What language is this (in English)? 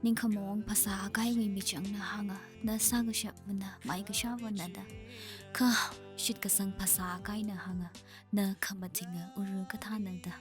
Tangkhul Naga (India)